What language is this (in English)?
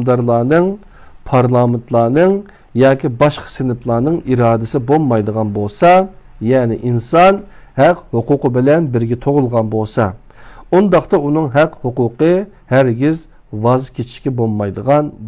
Uyghur